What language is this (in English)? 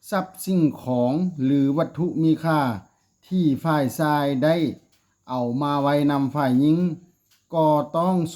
Lao